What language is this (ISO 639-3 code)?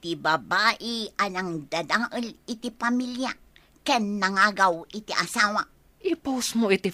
ilo